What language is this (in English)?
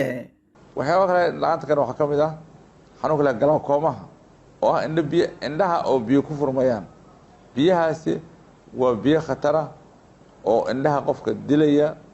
Somali